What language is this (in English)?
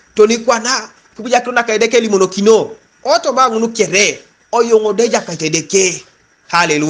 Teso